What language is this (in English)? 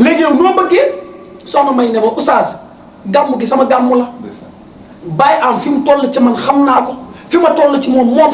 Wolof